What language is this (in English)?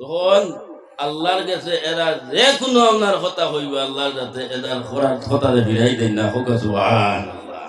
Sylheti